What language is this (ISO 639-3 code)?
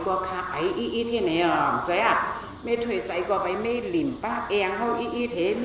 shn